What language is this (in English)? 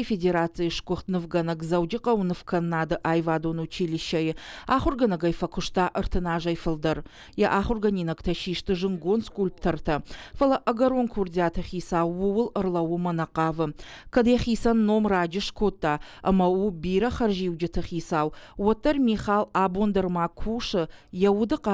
Ossetic